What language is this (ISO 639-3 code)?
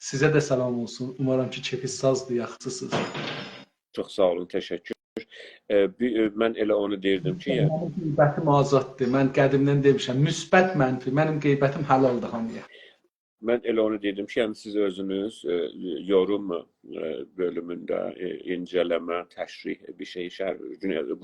azb